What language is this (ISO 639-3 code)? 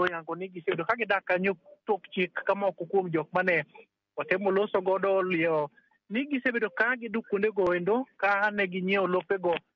luo